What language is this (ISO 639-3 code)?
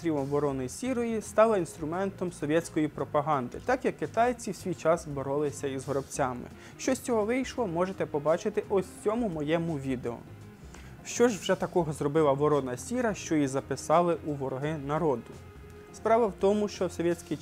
ukr